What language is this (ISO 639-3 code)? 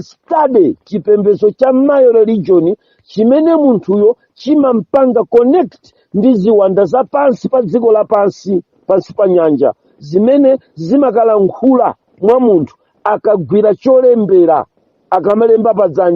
nya